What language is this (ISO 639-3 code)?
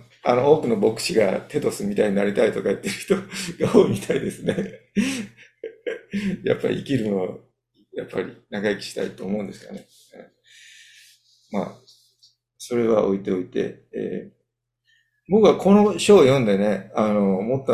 jpn